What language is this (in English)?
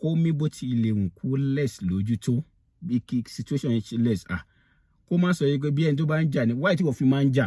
Yoruba